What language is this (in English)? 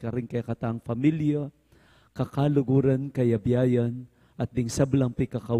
Pampanga